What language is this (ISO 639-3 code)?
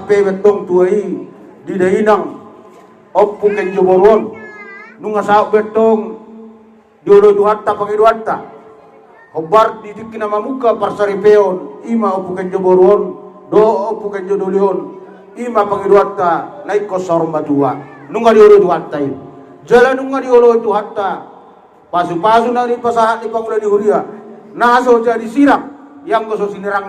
bbc